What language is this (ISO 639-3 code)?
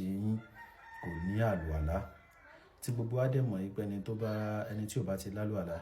yor